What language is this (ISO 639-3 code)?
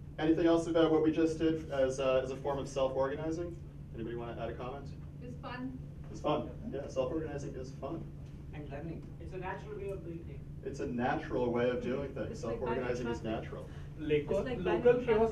eng